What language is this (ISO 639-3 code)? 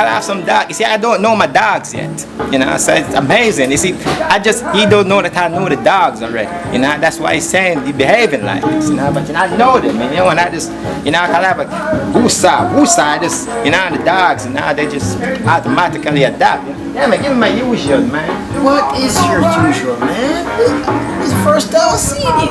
jam